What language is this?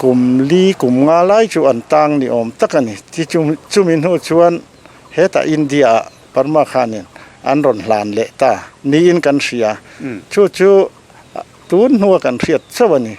Mizo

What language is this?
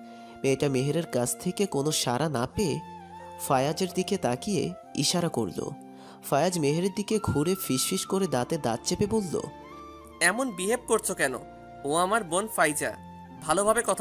Bangla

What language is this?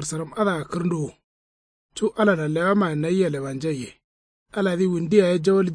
Kanuri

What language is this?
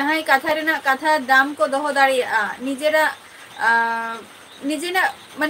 Santali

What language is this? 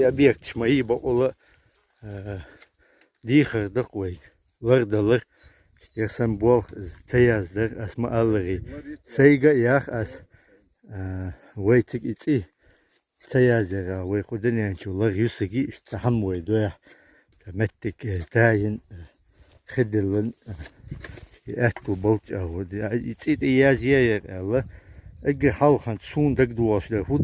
Chechen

